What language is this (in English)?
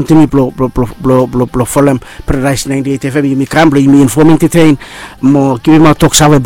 Bislama